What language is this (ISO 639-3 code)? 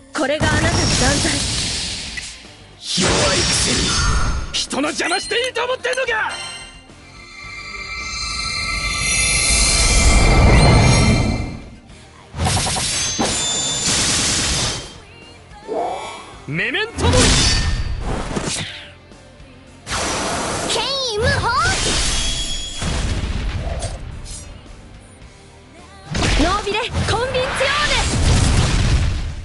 jpn